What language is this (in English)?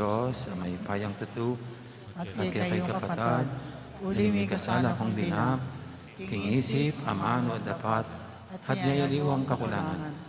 Pampanga